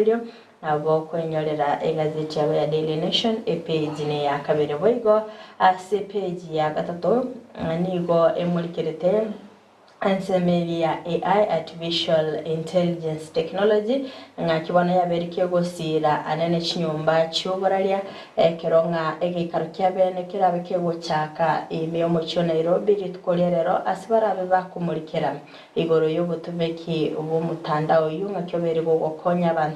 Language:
Gusii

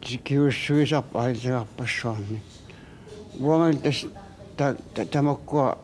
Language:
Kalaallisut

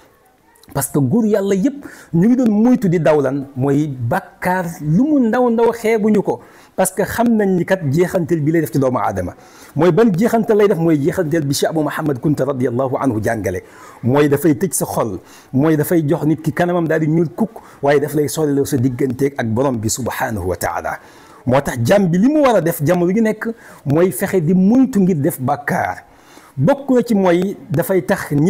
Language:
Wolof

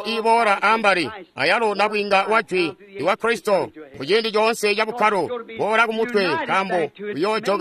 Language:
Tonga (Zambia)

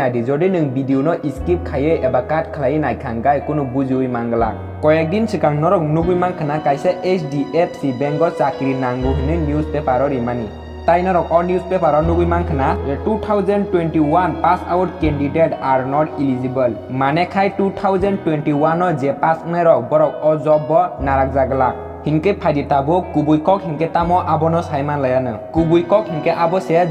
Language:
Kok Borok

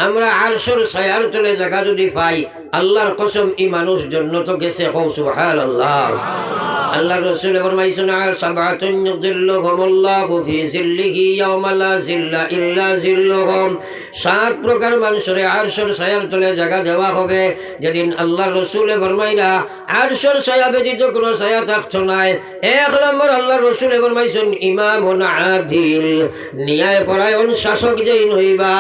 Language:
Sylheti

